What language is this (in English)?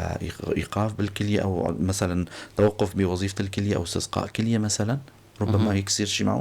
North Levantine Arabic